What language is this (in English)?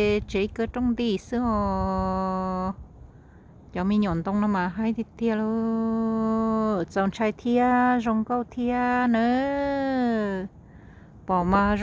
Hmong